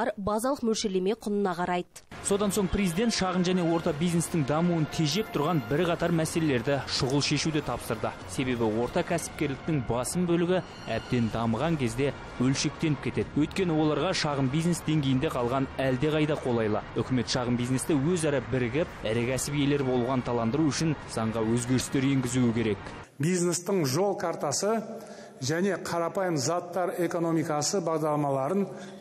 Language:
Kazakh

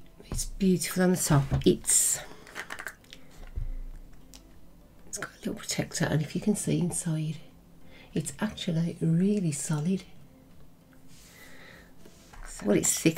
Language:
English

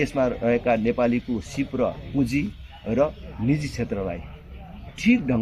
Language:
Nepali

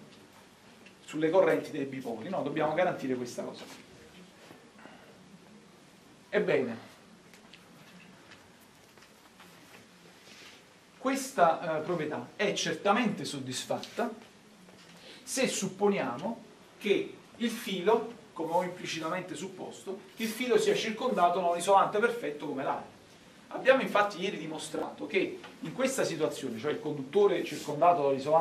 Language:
Italian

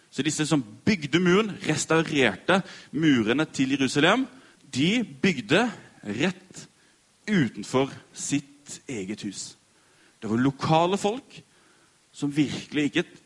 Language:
Norwegian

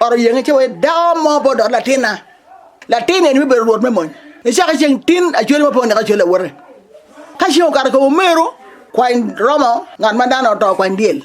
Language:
Acoli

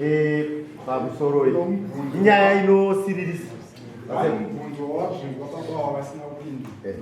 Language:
Shona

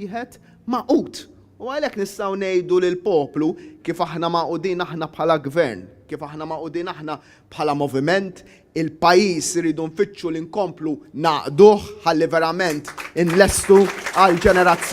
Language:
Maltese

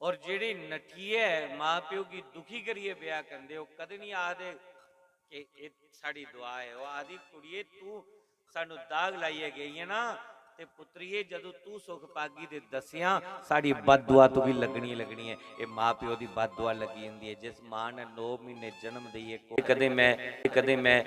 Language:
Dogri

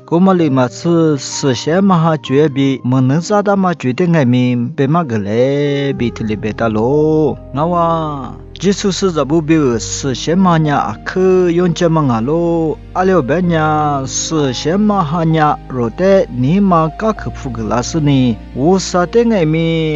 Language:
Lisu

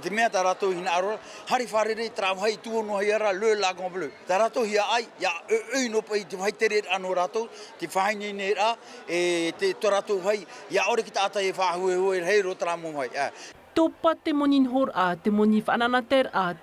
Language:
Tahitian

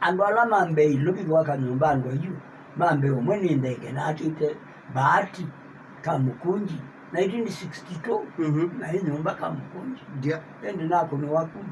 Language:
Kamba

